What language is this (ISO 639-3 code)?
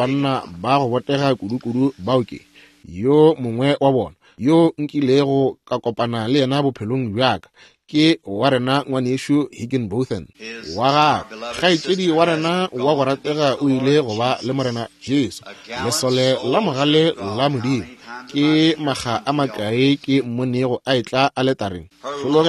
nso